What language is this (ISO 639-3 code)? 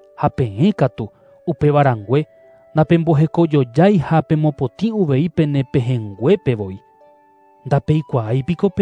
grn